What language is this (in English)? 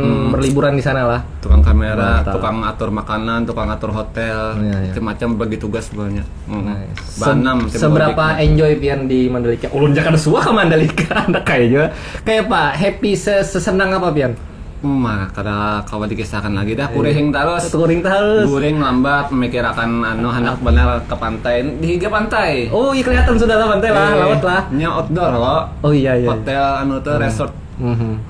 Banjar